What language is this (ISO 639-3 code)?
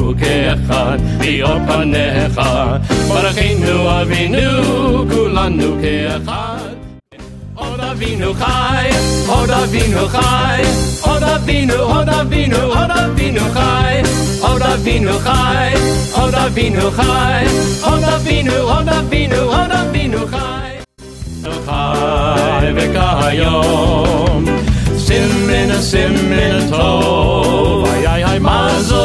heb